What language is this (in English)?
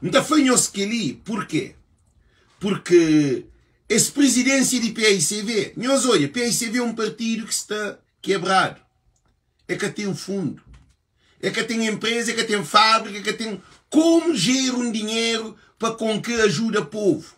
Kabuverdianu